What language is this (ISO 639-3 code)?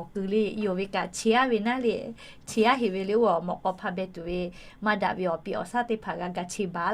lhu